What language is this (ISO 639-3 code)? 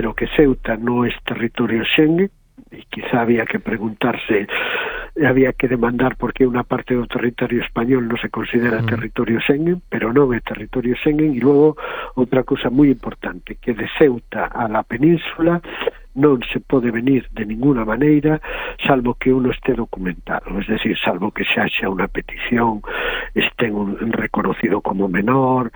glg